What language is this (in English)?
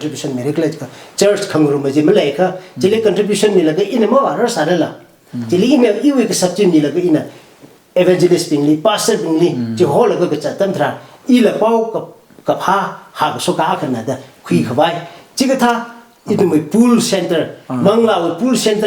Tangkhul Naga (India)